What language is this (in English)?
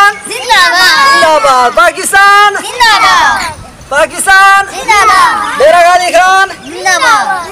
Saraiki